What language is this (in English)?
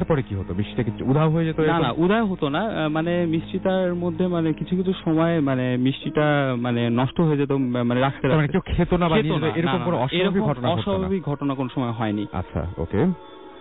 Bangla